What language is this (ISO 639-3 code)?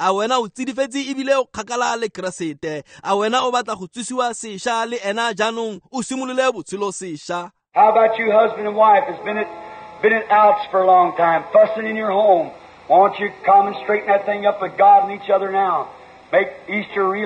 tsn